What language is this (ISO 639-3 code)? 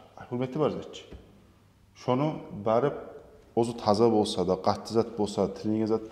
kum